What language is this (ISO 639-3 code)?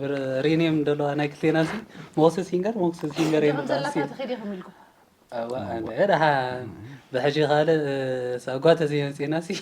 tir